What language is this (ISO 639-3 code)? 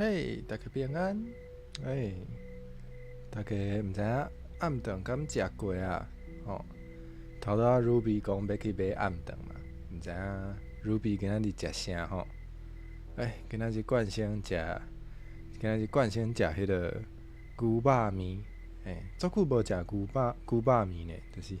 nan